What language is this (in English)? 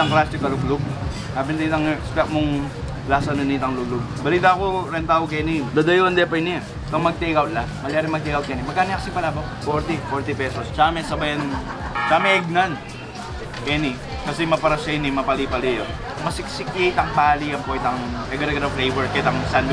Pampanga